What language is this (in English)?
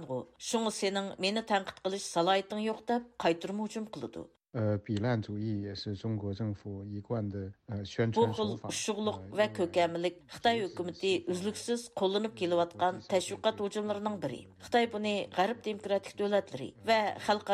Uyghur